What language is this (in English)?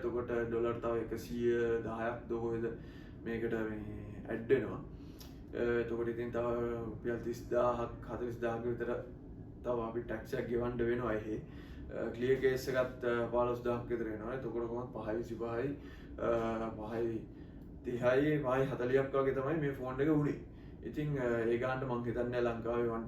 Sinhala